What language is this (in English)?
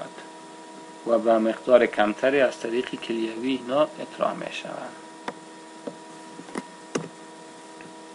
Persian